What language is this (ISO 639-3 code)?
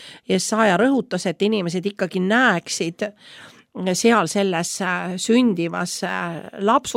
est